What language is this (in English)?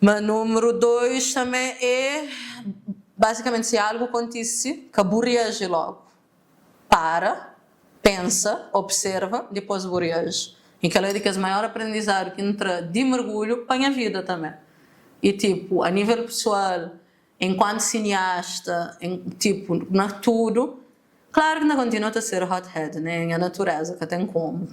Kabuverdianu